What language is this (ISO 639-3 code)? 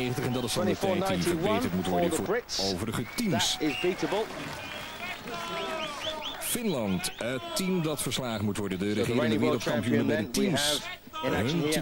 nld